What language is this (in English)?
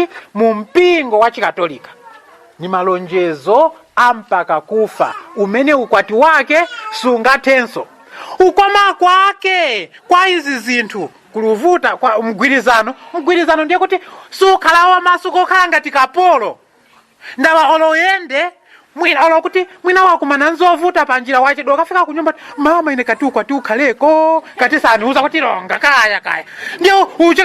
Nyanja